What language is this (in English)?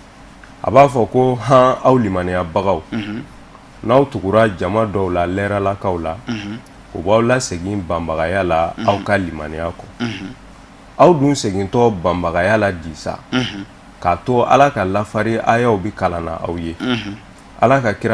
Bambara